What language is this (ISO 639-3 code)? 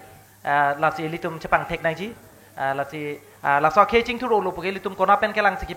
mjw